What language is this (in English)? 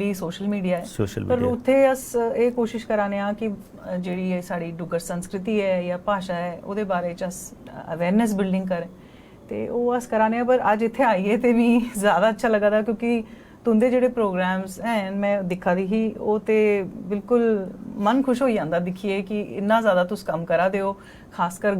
Dogri